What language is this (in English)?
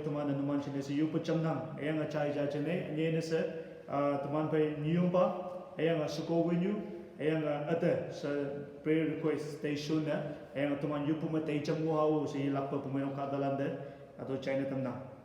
Konyak Naga